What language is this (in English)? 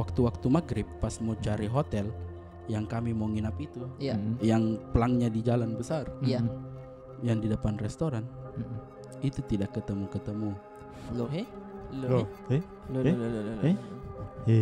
Makassar Malay